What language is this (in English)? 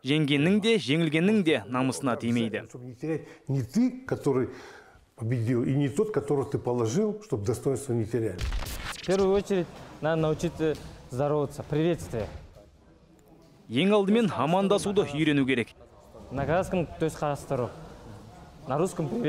Kazakh